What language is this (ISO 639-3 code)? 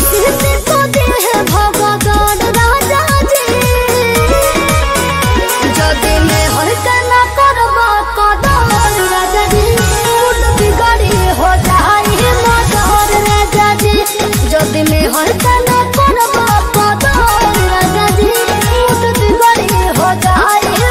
bho